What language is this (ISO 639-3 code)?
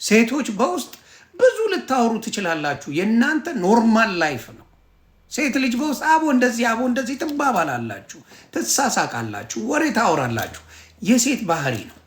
amh